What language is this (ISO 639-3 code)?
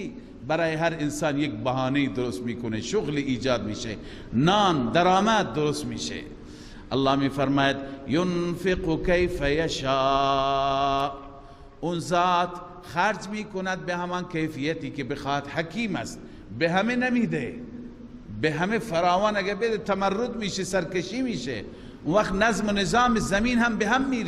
fas